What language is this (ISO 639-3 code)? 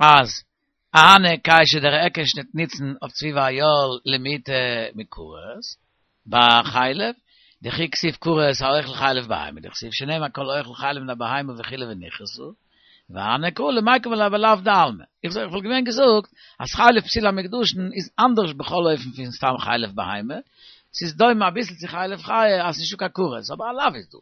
yid